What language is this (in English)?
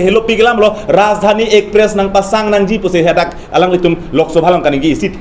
Karbi